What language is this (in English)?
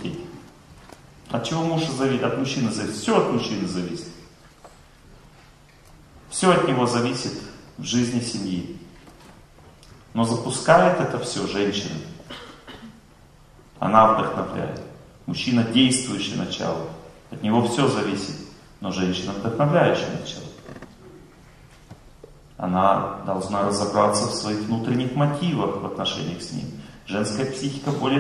Russian